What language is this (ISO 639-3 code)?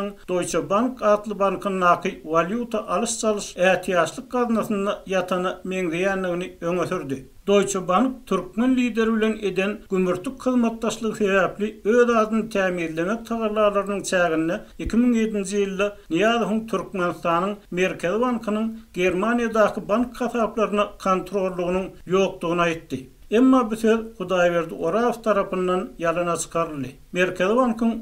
tuk